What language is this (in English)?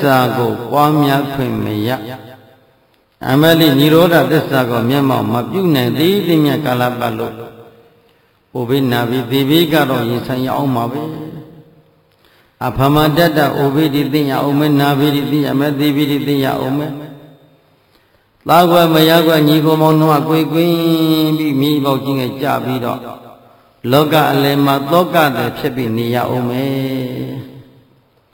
Burmese